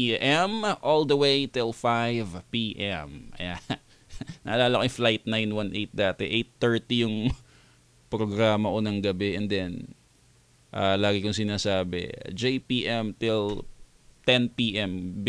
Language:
Filipino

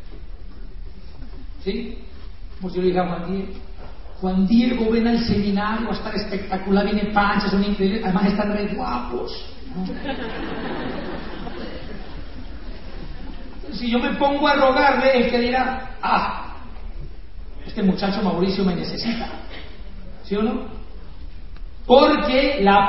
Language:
Spanish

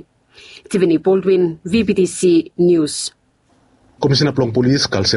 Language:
Bislama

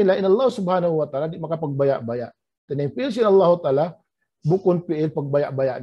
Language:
Tausug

